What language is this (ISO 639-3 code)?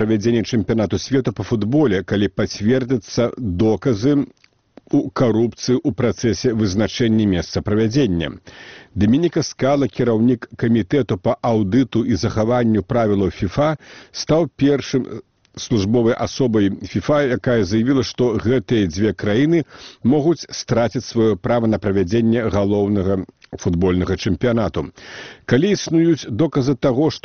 bel